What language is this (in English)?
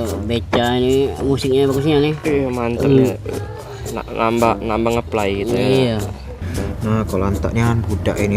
Musi